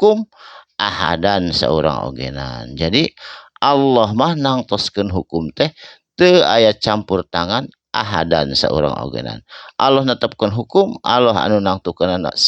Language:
Sundanese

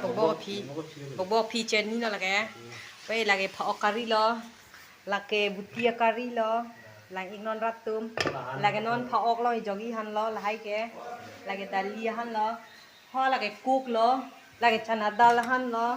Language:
Karbi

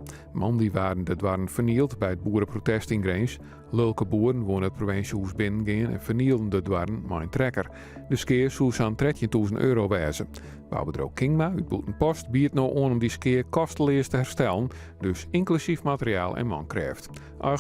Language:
Western Frisian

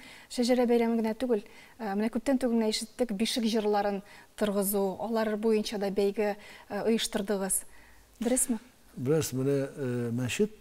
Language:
Tatar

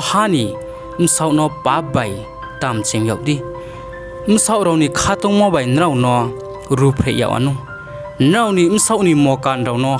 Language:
Riang (India)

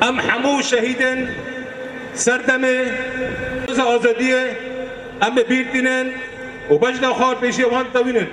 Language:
Kurdish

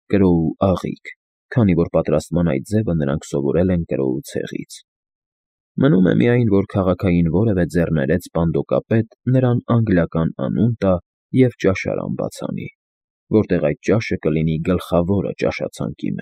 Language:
Armenian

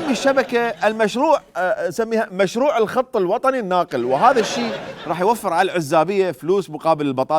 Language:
Mesopotamian Arabic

